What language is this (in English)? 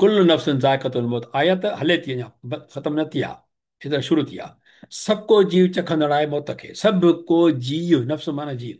Sindhi